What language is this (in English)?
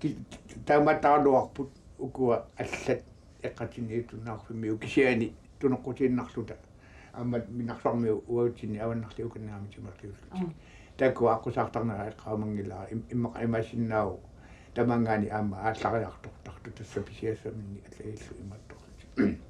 Kalaallisut